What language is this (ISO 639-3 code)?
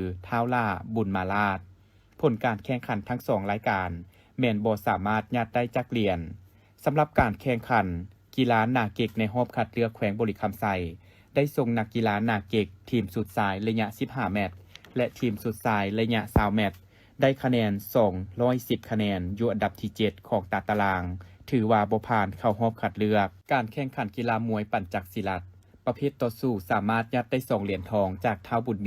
lao